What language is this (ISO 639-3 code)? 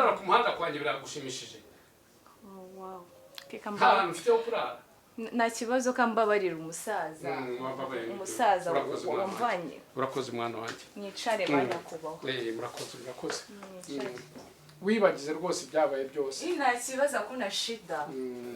kin